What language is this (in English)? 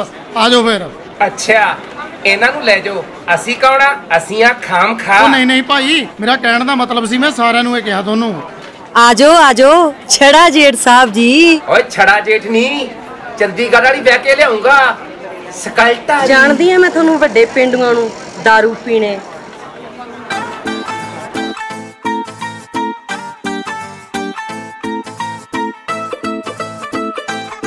Punjabi